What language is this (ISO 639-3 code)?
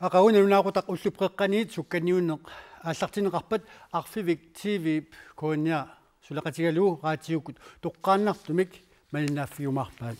kal